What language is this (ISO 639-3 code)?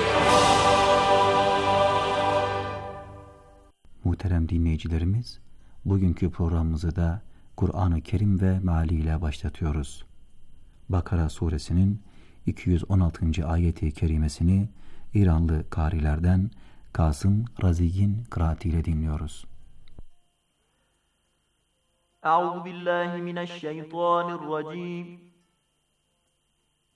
tur